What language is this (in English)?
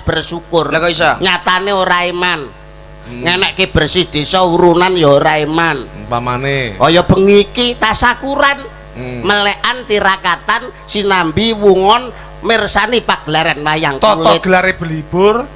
Javanese